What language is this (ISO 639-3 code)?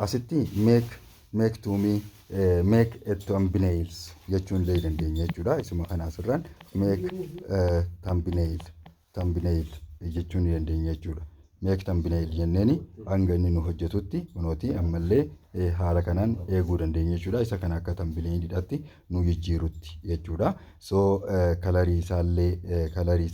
orm